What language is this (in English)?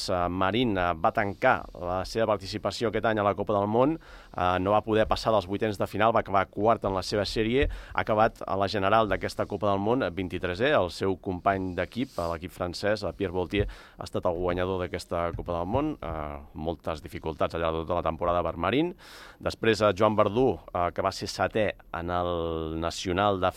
Catalan